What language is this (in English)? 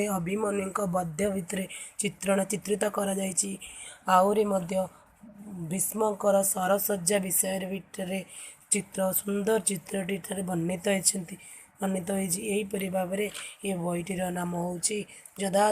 Odia